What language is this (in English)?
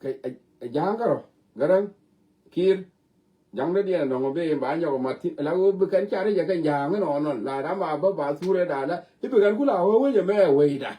Nuer